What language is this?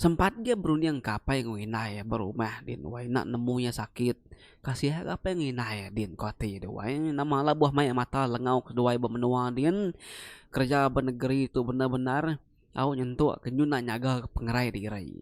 Iban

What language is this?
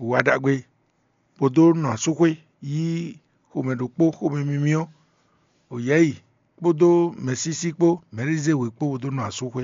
Fon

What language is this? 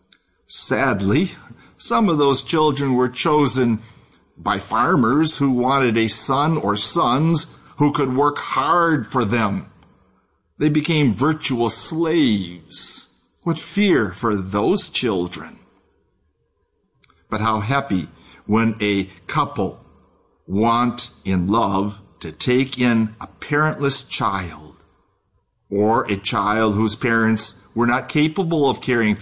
English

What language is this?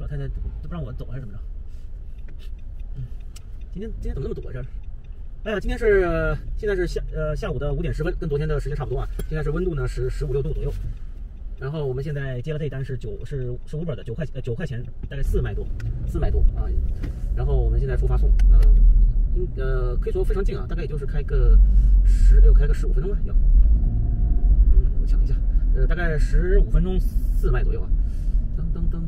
Chinese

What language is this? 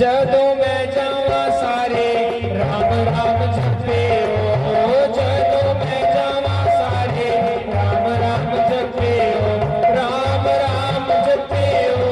Dogri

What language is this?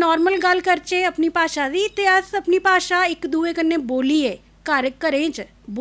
Dogri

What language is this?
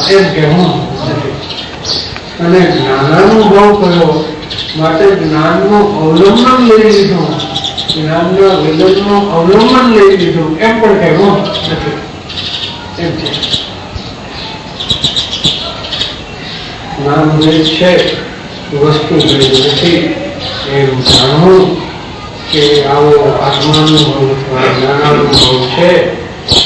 Gujarati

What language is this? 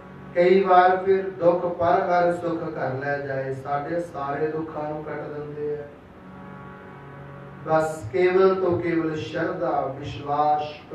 Punjabi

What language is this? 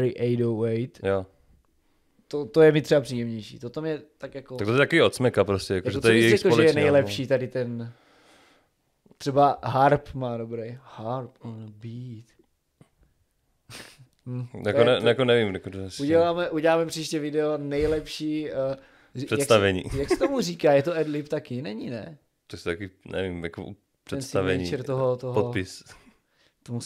Czech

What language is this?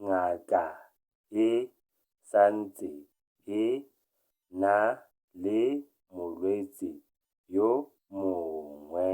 Tswana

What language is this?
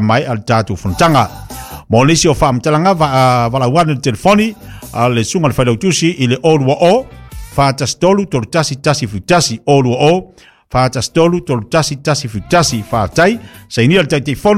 Samoan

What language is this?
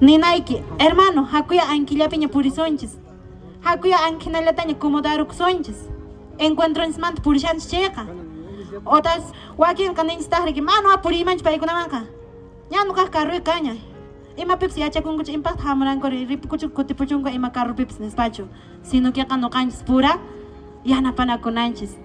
Quechua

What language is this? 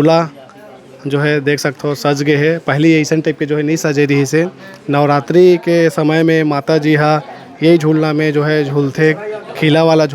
Chhattisgarhi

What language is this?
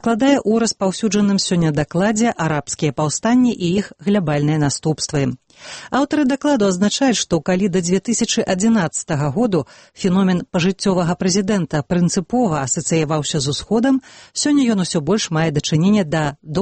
Belarusian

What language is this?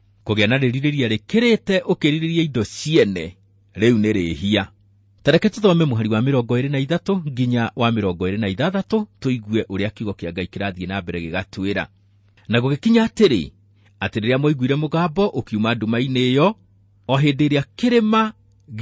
Kikuyu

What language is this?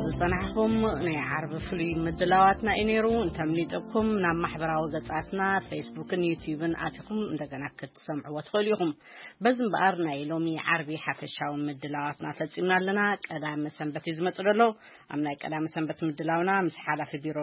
Tigrinya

